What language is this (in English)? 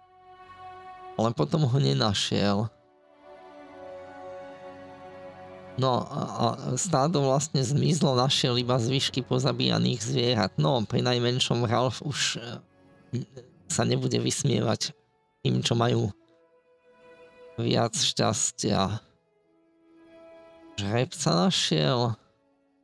Slovak